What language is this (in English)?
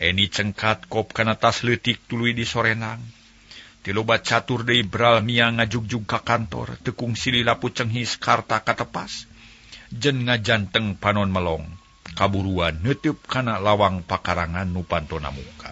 Sundanese